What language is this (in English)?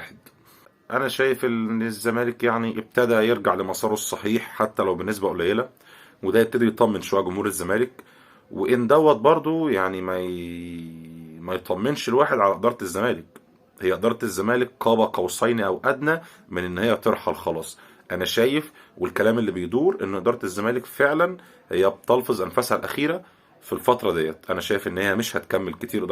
Egyptian Arabic